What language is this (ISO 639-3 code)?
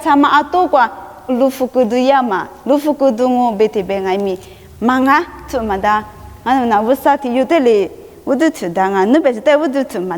lis